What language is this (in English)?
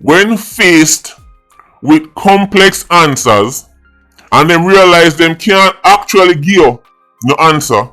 Jamaican Creole English